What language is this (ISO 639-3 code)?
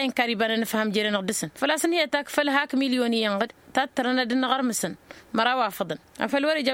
taq